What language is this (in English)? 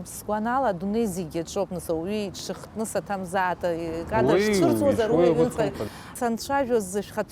Abkhazian